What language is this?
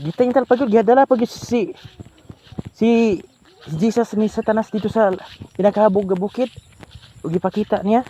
Cebuano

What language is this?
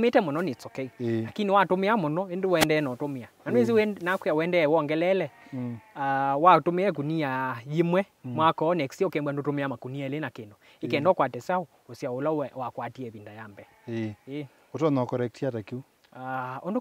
Kamba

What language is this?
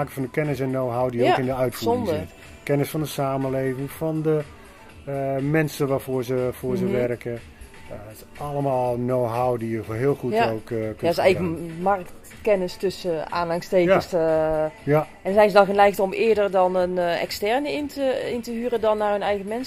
Dutch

